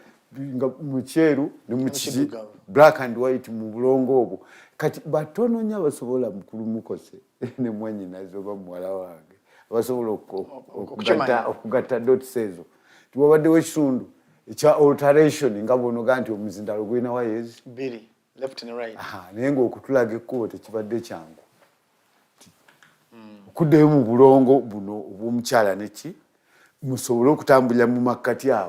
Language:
Ganda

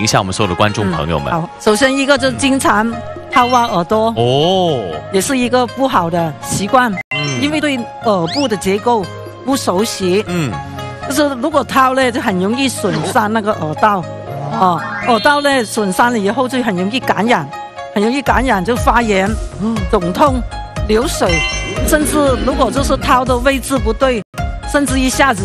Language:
Chinese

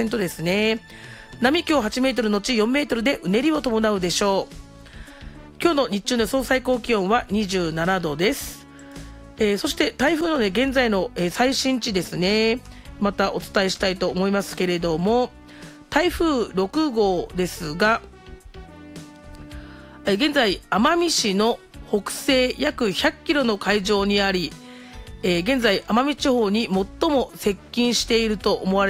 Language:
Japanese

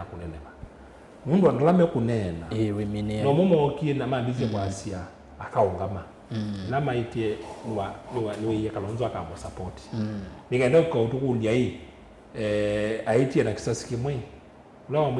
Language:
Kamba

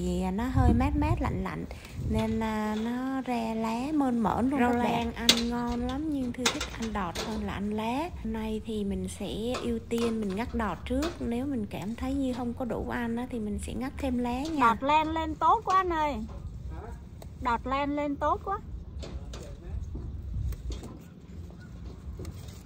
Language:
Vietnamese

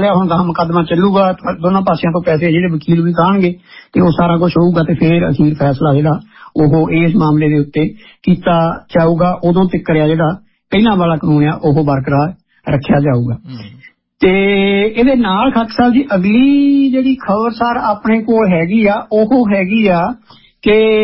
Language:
Punjabi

